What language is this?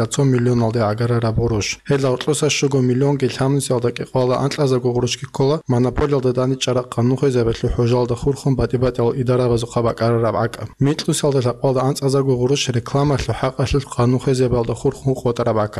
Avaric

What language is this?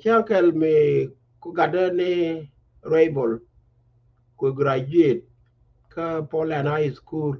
Nuer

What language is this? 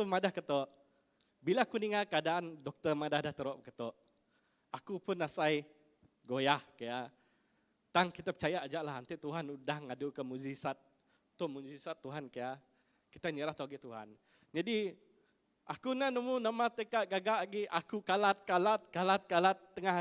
Iban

